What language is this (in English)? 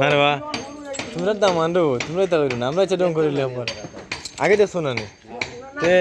Sylheti